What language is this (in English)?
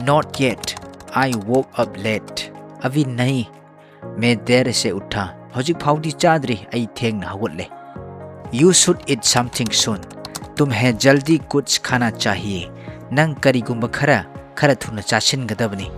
Manipuri